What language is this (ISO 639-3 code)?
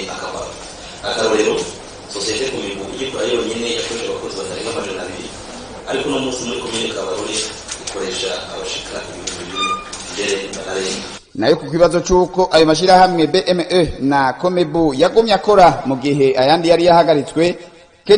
run